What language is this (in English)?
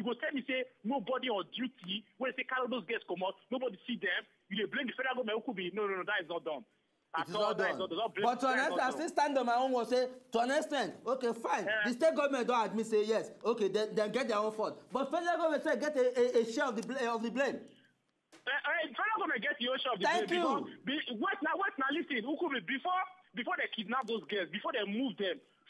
Nigerian Pidgin